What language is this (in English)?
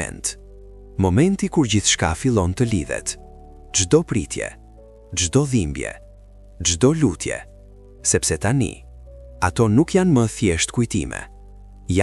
Albanian